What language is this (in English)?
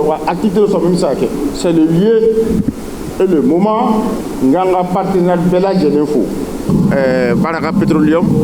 Bambara